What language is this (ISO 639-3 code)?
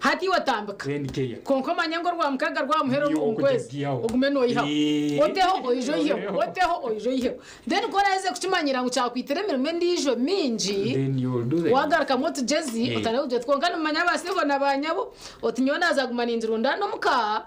nyn